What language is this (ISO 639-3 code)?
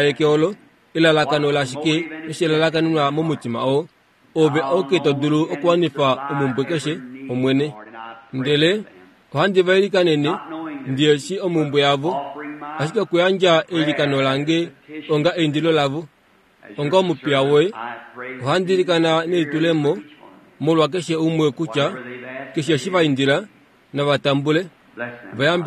kua